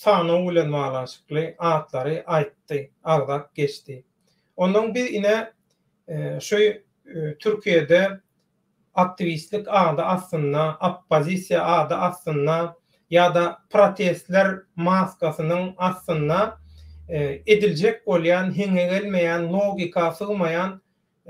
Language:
Turkmen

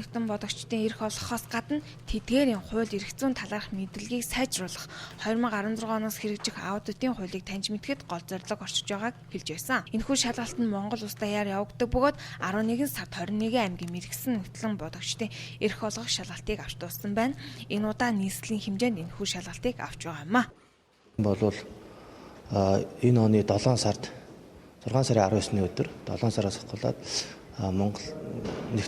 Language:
Mongolian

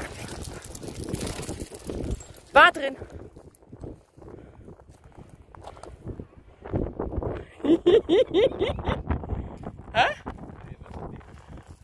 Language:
Dutch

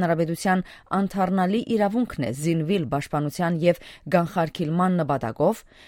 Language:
Armenian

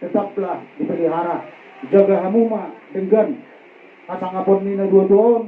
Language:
Batak Toba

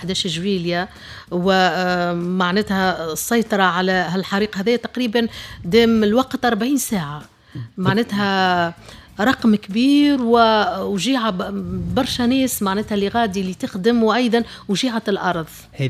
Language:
Tunisian Arabic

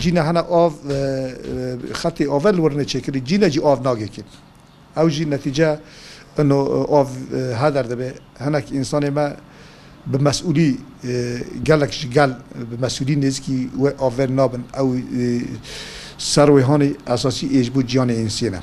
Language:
Kurdish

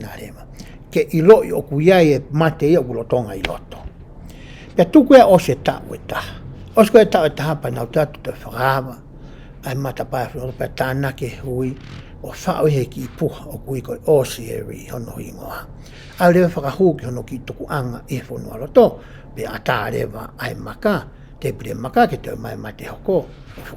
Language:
Tongan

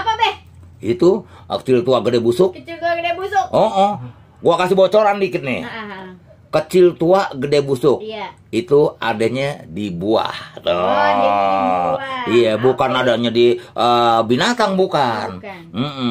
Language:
Betawi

